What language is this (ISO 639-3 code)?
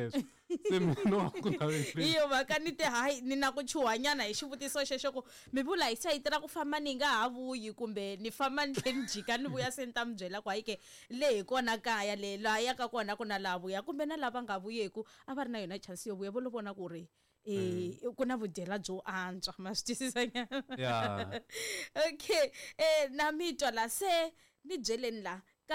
tso